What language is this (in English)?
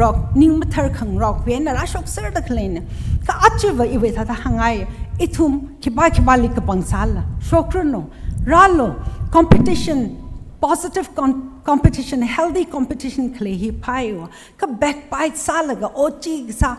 Tangkhul Naga (India)